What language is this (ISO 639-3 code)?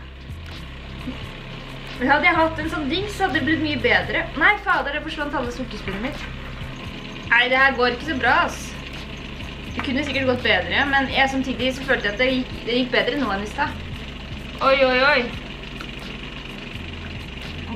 nor